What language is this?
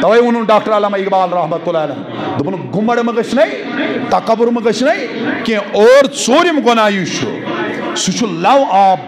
Kashmiri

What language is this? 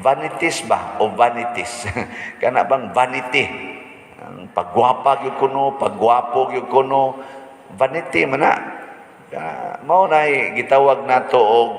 Cebuano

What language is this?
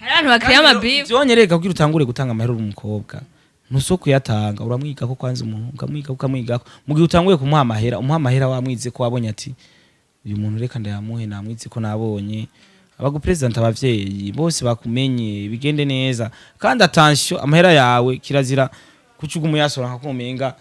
Rundi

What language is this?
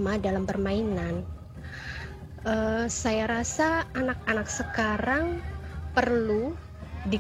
Indonesian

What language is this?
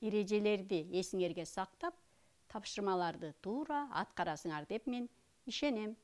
Kyrgyz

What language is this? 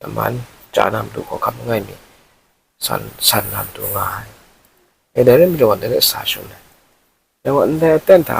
Kachin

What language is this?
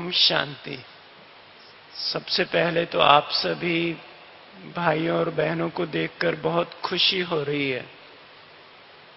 Hindi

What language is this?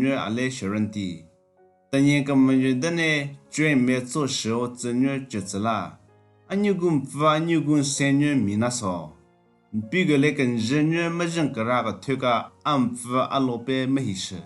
Southern Rengma Naga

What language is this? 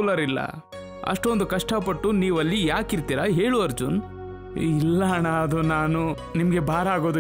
Kannada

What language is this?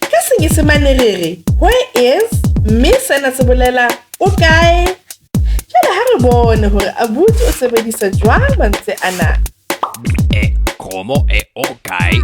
Southern Sotho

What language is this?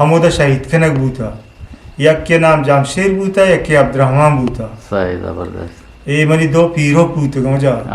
Eastern Balochi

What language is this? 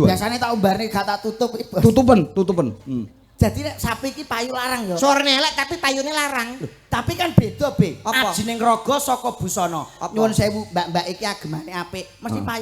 Javanese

